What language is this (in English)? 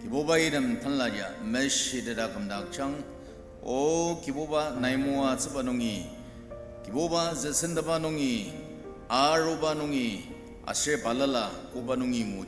Ao Naga